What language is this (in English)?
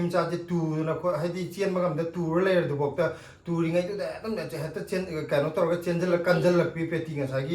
Manipuri